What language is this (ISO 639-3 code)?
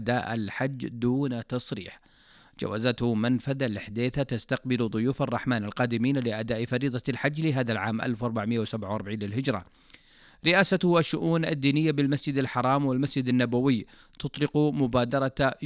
ara